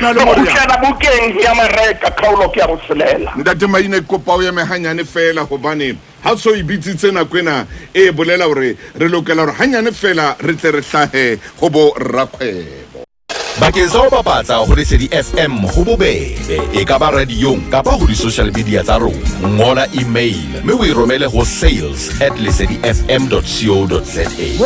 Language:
Southern Sotho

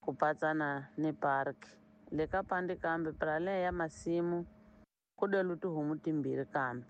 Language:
Tsonga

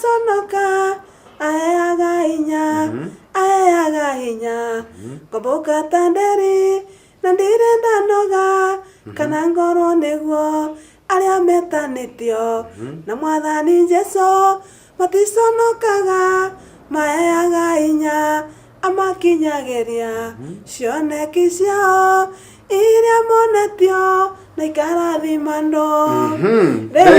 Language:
Kikuyu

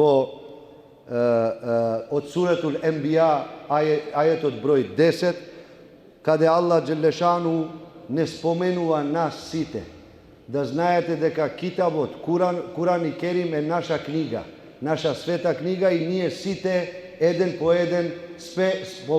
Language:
Balkan Romani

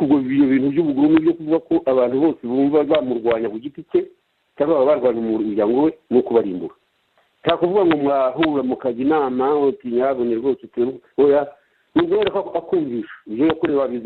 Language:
Kinyarwanda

